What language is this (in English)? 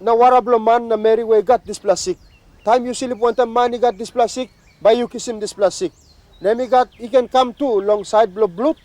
Tok Pisin